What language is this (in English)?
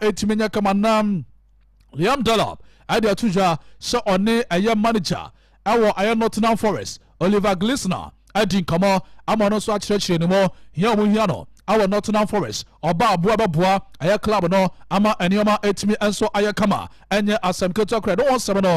Akan